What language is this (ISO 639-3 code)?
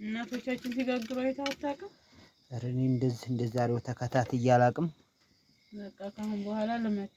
amh